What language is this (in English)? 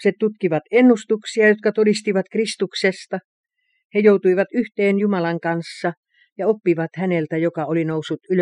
Finnish